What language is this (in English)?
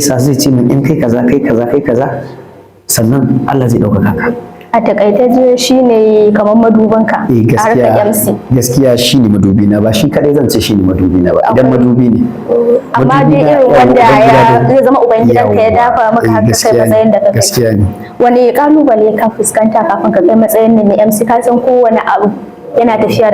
Hausa